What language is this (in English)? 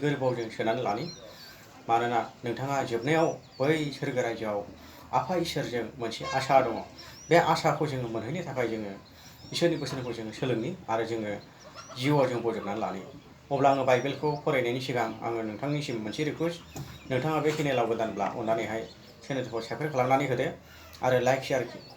Bodo